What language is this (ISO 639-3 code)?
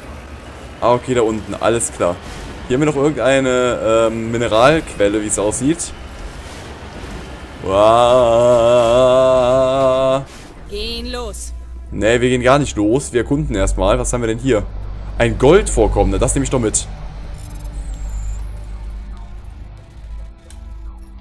deu